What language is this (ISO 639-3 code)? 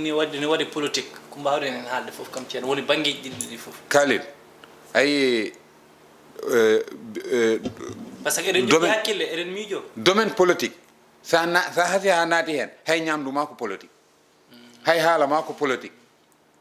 ful